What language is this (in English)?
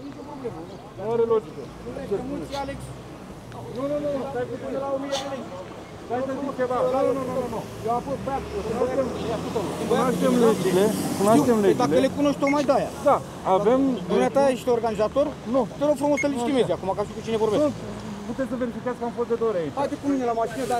Romanian